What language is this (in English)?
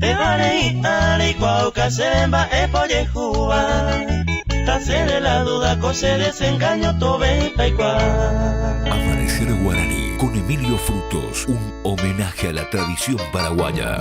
Guarani